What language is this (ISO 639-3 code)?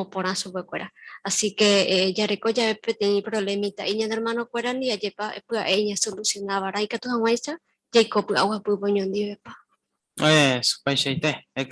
grn